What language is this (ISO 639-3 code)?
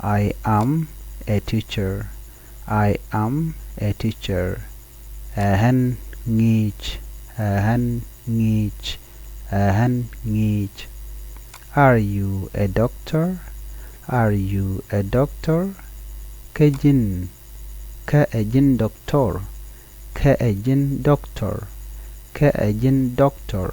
nus